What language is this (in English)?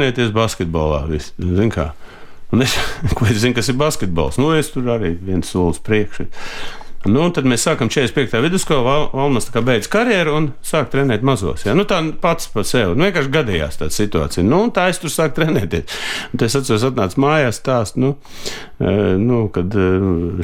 Latvian